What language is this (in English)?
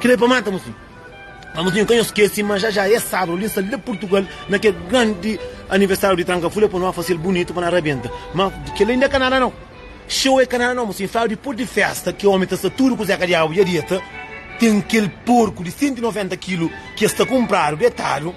Kabuverdianu